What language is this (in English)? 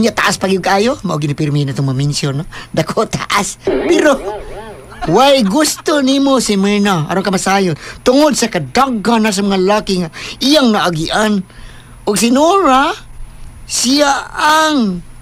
Cebuano